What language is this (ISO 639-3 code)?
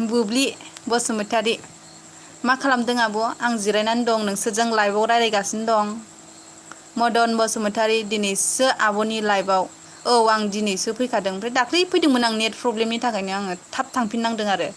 brx